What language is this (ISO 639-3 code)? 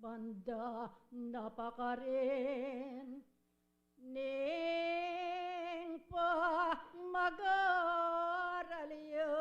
pam